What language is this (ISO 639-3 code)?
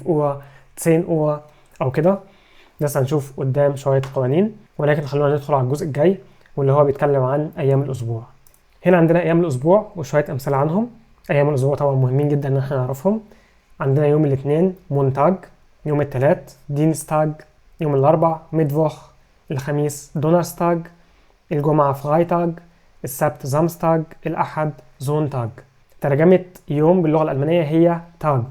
arz